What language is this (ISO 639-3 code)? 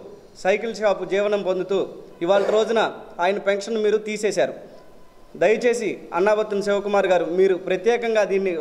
tel